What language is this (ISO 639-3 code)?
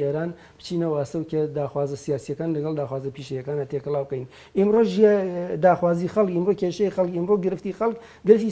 ckb